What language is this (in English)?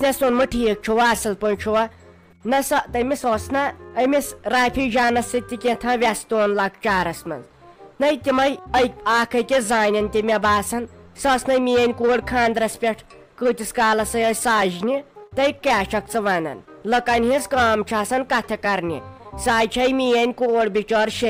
Kashmiri